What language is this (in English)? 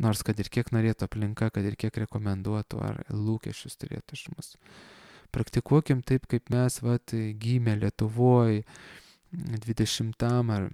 Lithuanian